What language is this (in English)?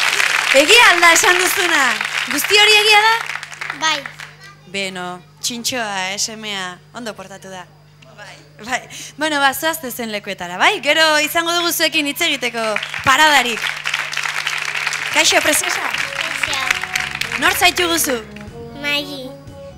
Basque